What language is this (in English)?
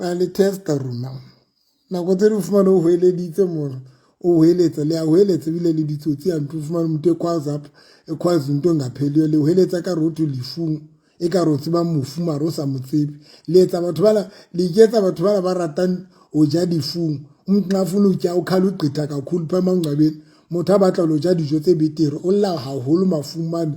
Southern Sotho